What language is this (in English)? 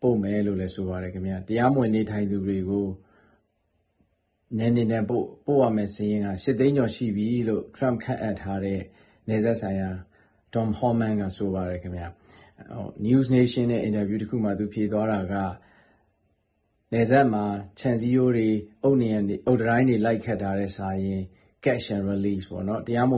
Burmese